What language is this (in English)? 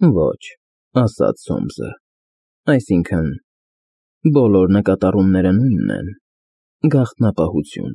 Armenian